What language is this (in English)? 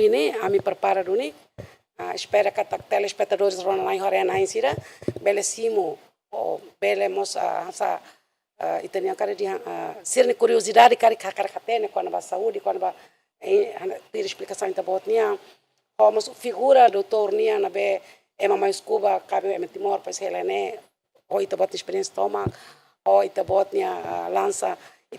Tetum